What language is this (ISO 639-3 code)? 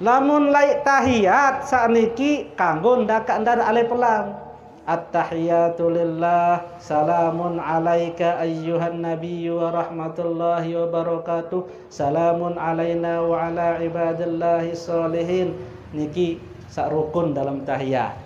sas